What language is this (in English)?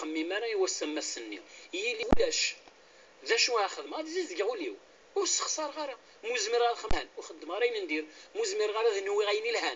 Kabyle